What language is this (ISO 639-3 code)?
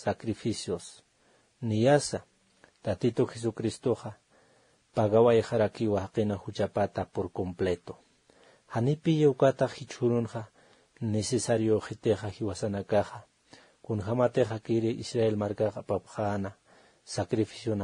aym